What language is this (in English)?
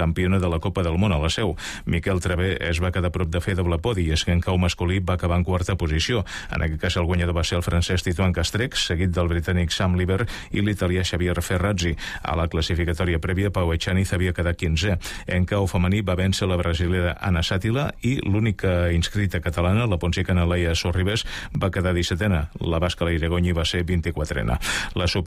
Catalan